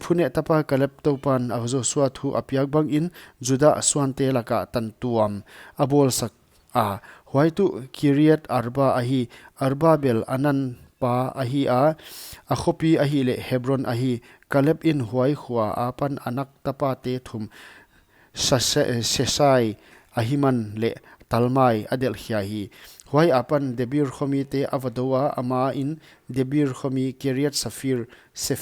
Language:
Paite Chin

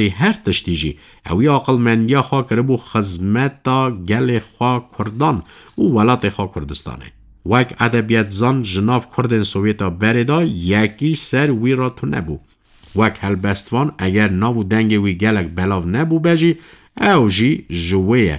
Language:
Kurdish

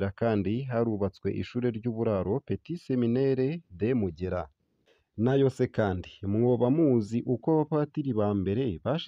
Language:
Rundi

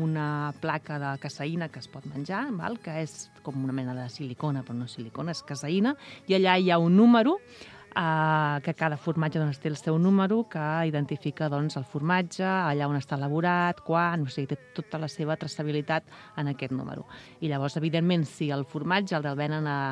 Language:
Catalan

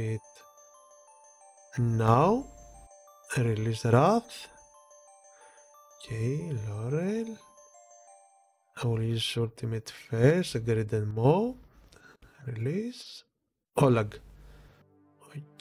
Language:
English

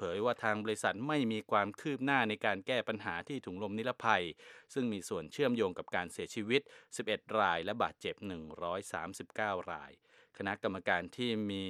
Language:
Thai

